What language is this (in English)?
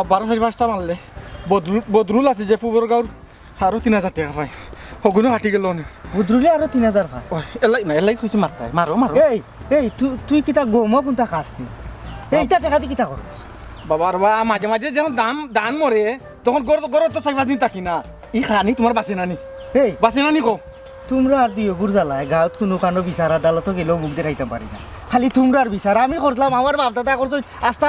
Sylheti